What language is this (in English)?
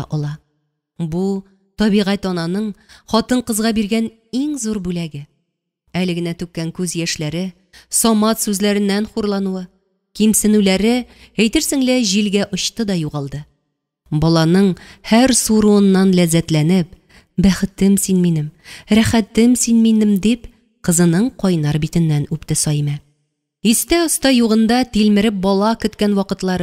Tatar